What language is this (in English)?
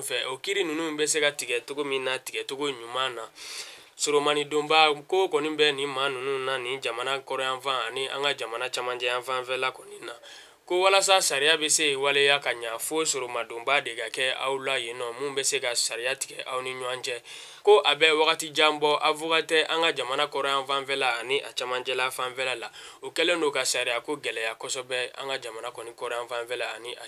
Bambara